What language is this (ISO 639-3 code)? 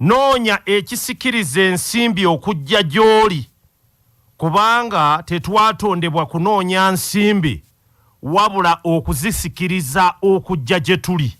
lug